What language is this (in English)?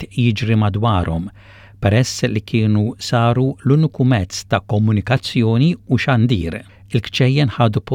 Maltese